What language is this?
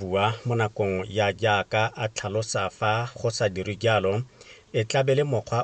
Tswana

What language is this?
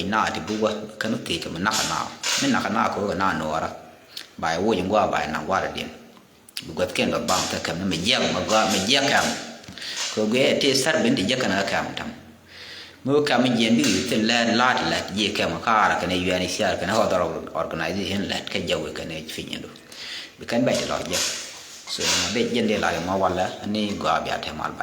Nuer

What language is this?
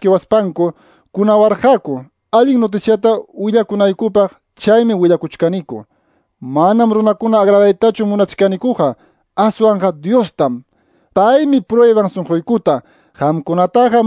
Quechua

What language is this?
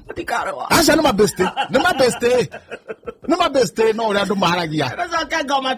Kikuyu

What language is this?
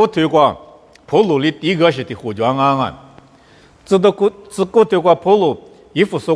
Lisu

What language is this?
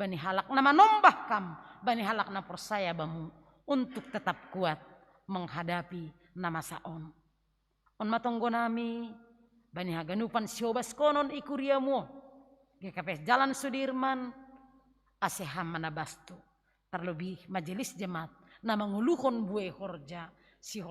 Batak Simalungun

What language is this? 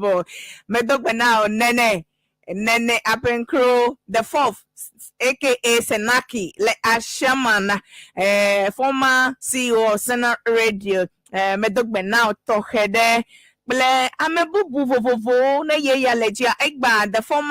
Ewe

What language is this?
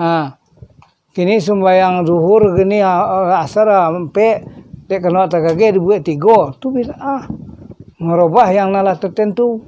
Minangkabau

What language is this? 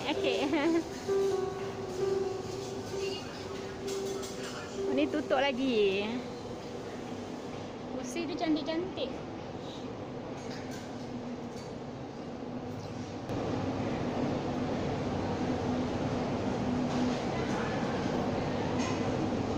Malay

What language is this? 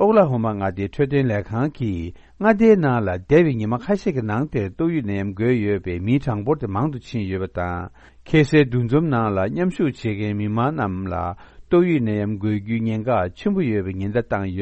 Tibetan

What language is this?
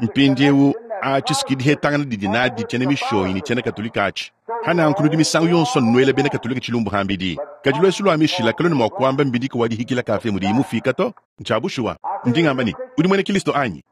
Luba-Lulua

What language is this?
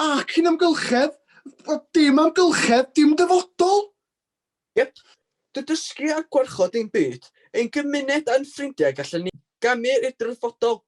Welsh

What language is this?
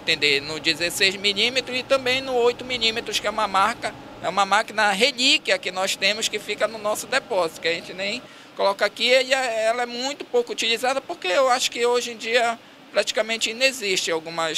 Portuguese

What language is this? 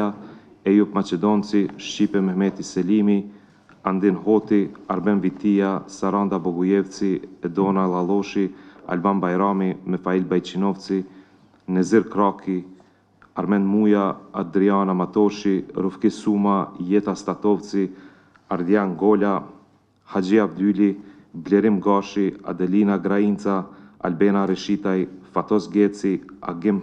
Albanian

